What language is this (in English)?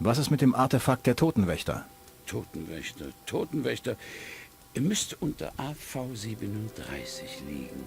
Bavarian